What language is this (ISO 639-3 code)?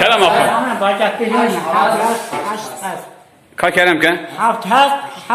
kur